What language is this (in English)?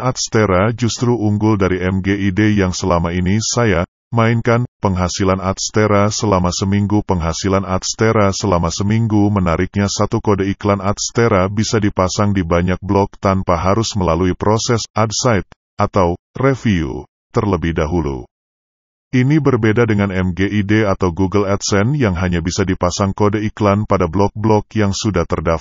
Indonesian